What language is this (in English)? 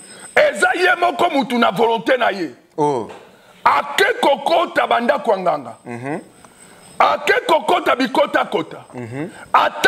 Lingala